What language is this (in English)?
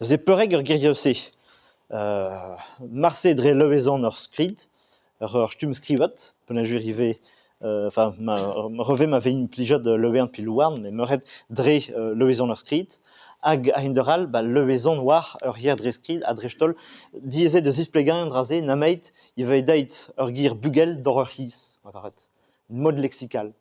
Breton